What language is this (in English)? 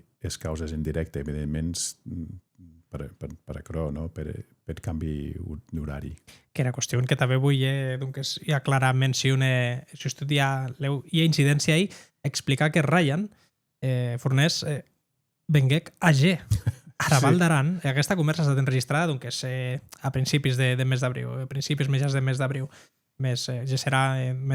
Occitan